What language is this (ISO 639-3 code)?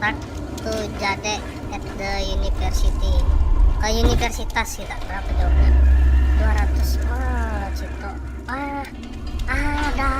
bjn